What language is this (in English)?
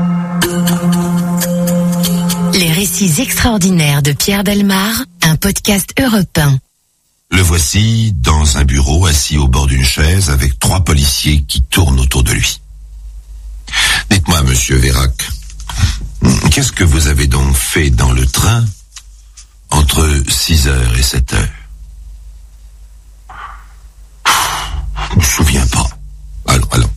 French